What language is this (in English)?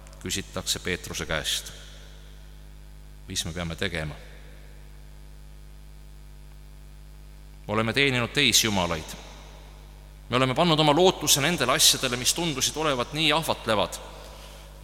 Estonian